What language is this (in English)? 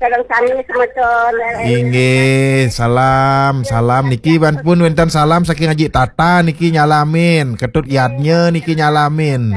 Balinese